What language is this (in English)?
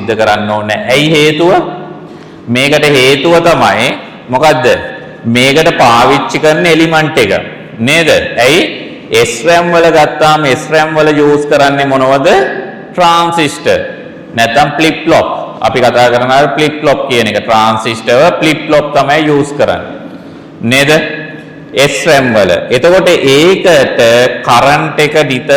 Sinhala